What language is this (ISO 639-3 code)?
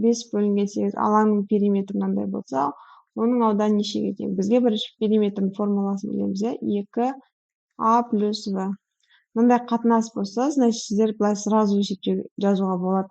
kaz